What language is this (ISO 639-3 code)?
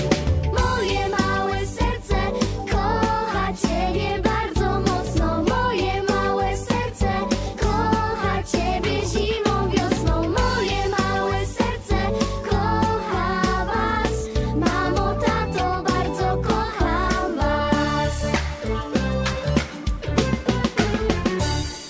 pol